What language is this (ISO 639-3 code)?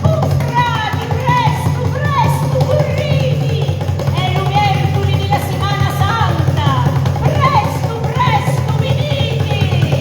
scn